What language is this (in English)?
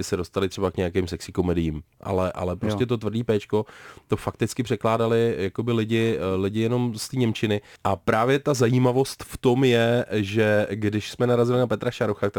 Czech